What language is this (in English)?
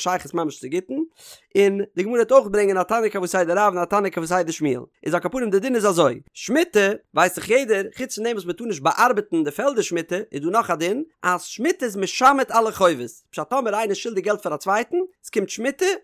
Yiddish